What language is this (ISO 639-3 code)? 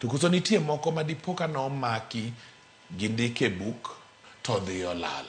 luo